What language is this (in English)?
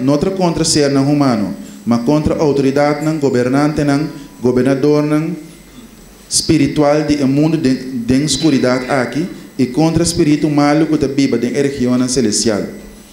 Papiamento